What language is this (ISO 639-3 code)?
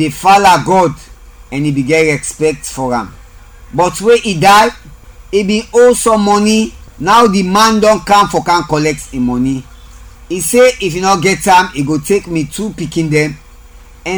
kri